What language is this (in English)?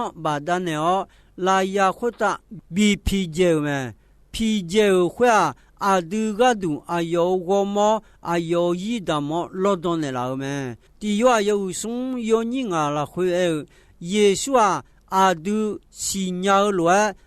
Akha